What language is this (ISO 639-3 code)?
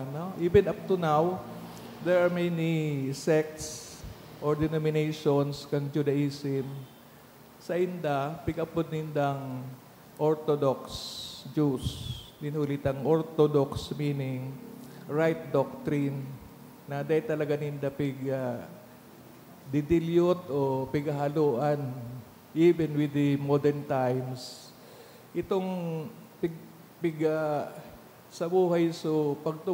bik